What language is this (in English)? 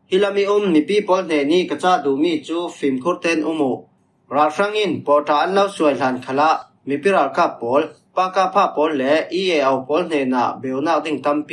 Falam Chin